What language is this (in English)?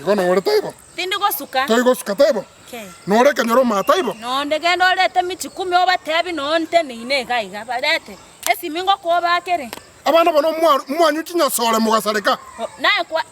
Gusii